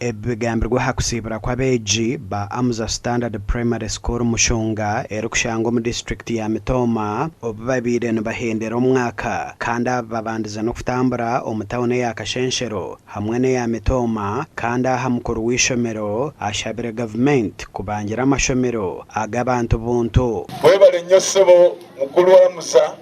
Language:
Nyankole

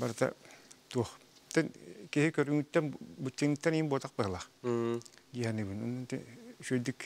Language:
Yakut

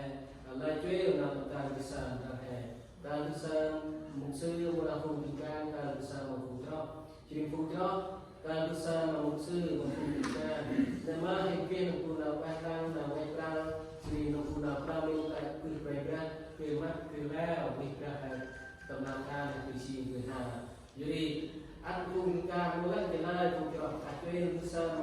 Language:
Central Mnong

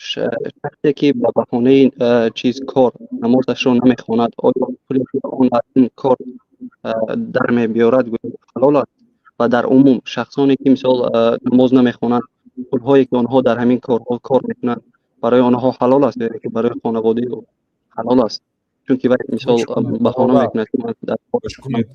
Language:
Tajik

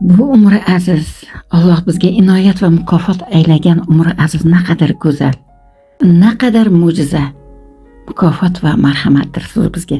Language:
Uzbek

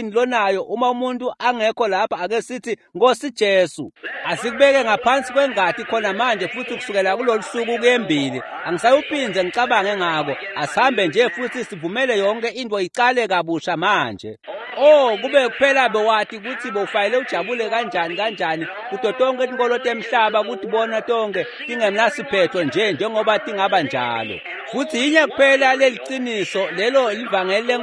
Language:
Swati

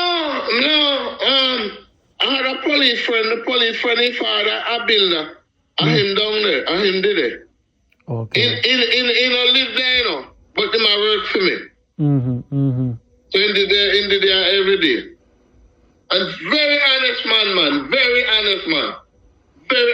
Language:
Jamaican Creole English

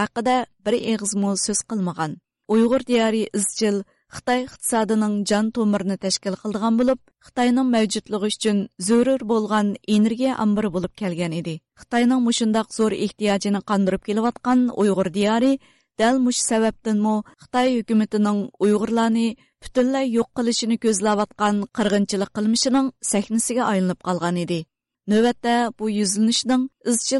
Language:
Uyghur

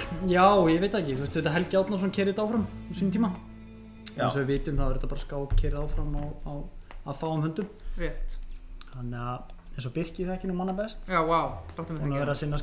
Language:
Icelandic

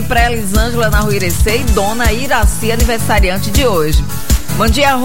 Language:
Portuguese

